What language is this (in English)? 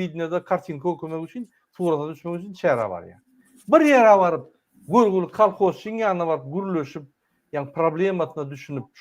Turkmen